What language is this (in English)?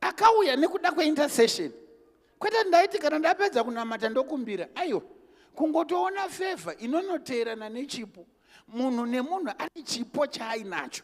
Shona